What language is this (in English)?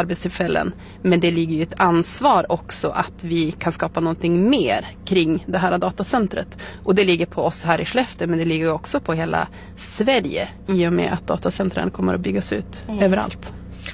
Swedish